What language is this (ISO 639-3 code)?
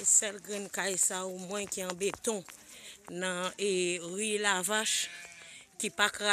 hat